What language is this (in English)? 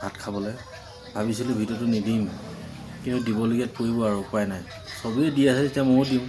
Assamese